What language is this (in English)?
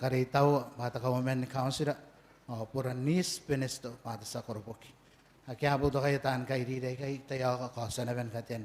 Gilbertese